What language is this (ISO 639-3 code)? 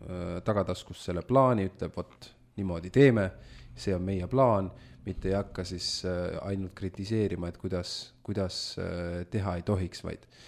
est